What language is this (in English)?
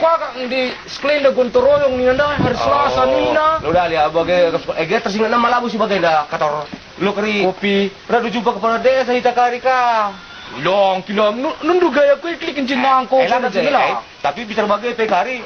Batak Karo